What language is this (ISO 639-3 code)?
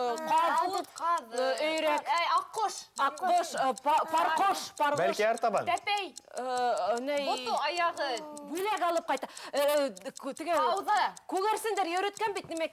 bak